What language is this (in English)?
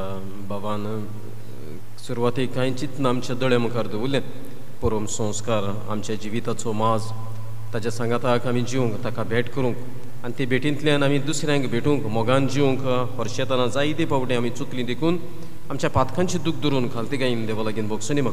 Konkani